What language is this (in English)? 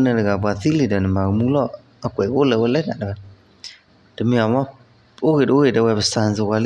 S'gaw Karen